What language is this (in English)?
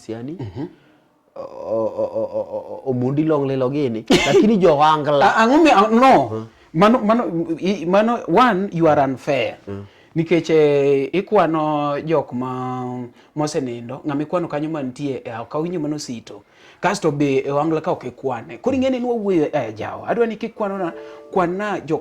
Luo (Kenya and Tanzania)